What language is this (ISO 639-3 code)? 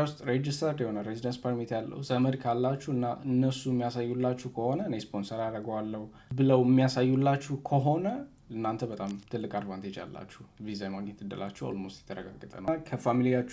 amh